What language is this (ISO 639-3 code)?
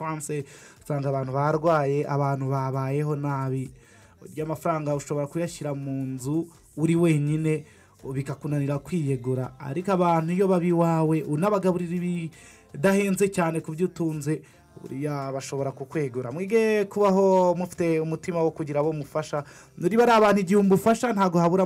kin